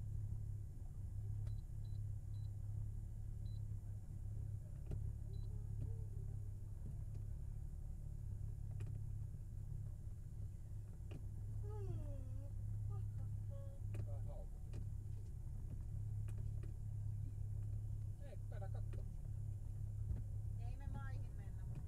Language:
Finnish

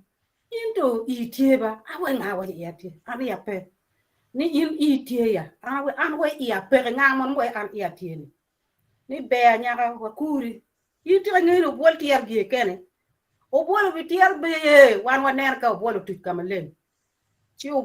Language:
Acoli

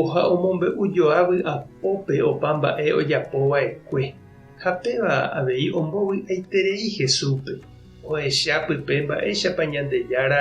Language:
Guarani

